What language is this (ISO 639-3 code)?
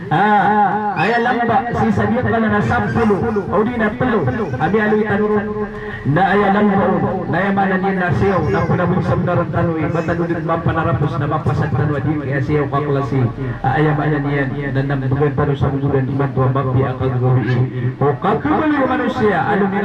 mrw